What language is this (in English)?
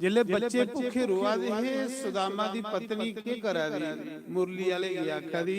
Dogri